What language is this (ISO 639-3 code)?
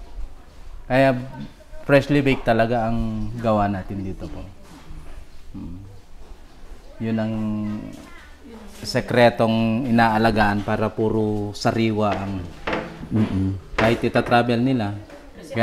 fil